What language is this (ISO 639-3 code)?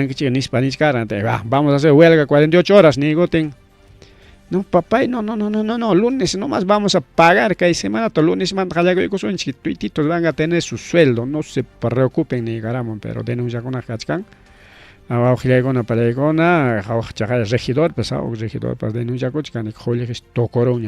quy